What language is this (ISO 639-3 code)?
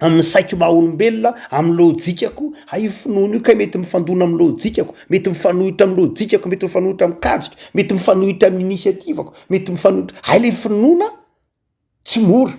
mlg